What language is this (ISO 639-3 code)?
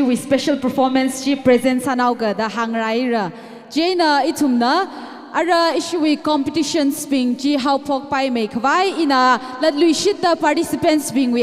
nmf